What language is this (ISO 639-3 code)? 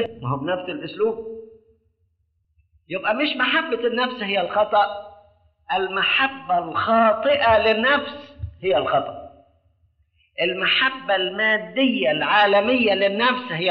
arz